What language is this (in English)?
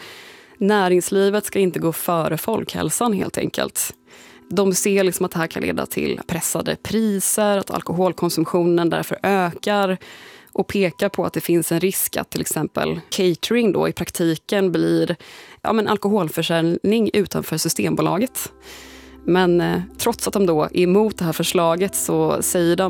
Swedish